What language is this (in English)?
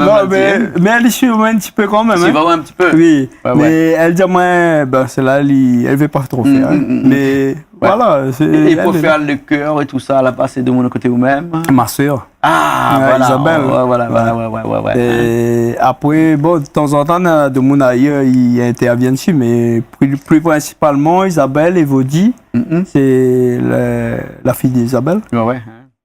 Réunion Creole French